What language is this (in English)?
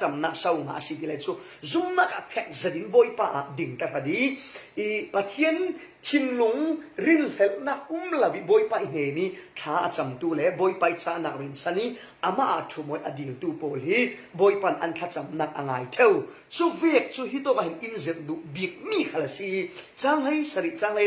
Falam Chin